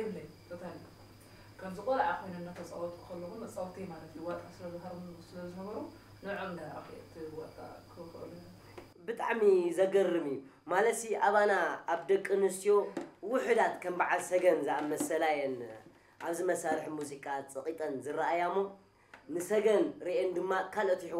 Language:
Tigrinya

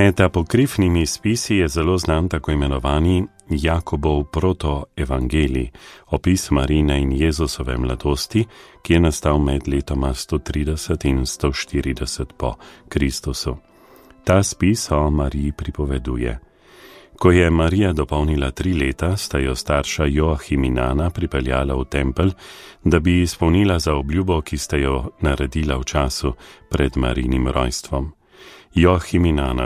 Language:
Slovenian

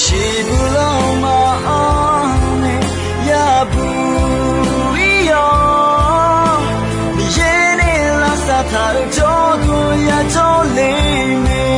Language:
Akha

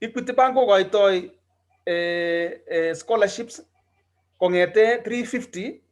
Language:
Kalenjin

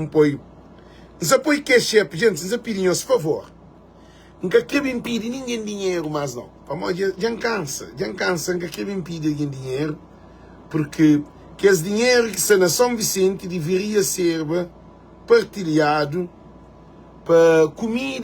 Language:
Kabuverdianu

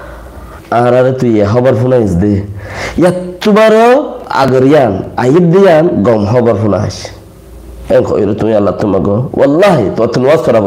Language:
Rohingya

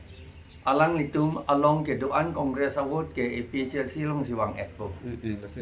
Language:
Karbi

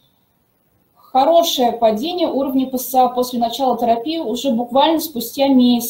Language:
Russian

